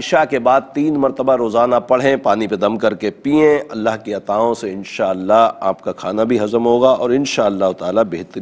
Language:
Urdu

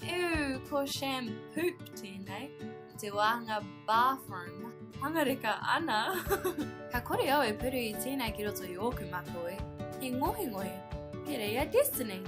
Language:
Māori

